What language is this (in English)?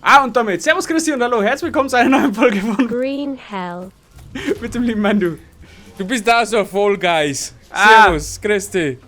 Bavarian